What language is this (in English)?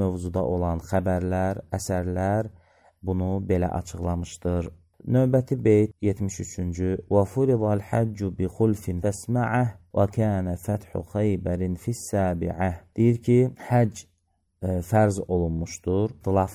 Azerbaijani